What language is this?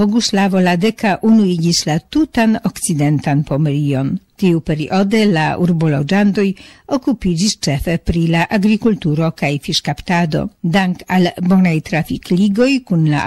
Esperanto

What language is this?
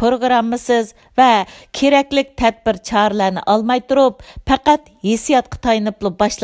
Uyghur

